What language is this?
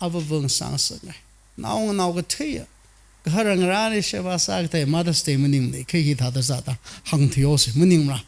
Tangkhul Naga (India)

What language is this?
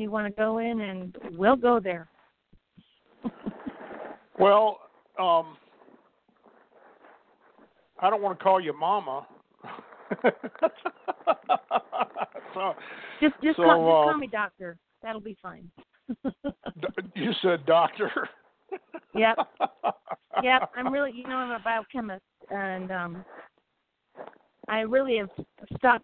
English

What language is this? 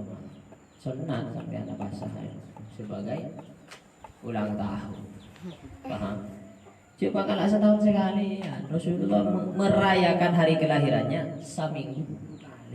Madurese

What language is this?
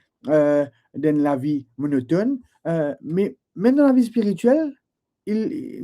Morisyen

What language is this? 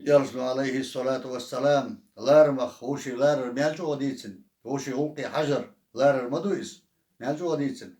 Chechen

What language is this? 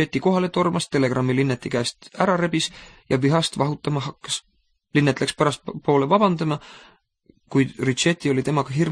Estonian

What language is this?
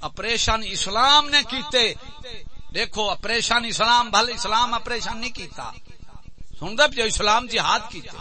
Saraiki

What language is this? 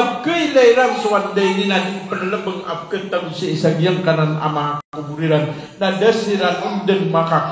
Maranao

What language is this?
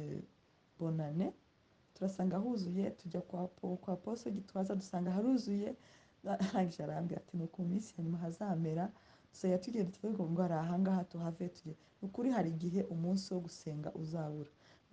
Kinyarwanda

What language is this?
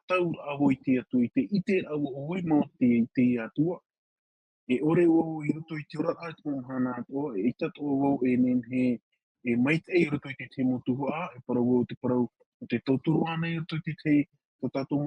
Tahitian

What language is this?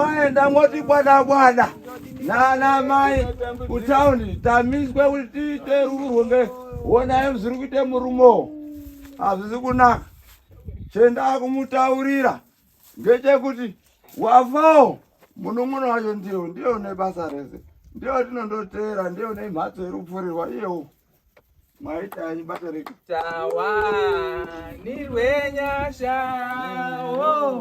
Shona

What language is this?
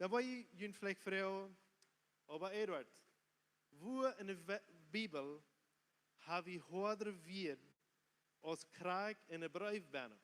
Plautdietsch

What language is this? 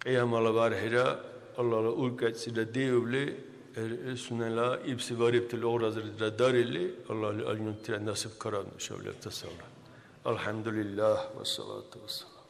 Dargwa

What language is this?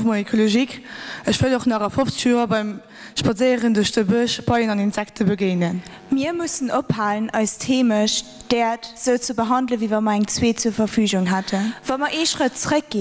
Luxembourgish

